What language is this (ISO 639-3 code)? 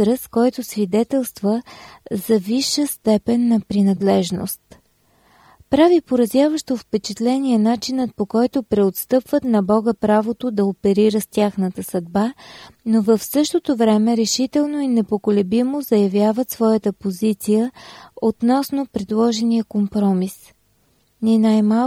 bul